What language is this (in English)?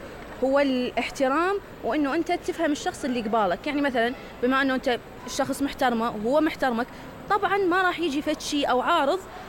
Mesopotamian Arabic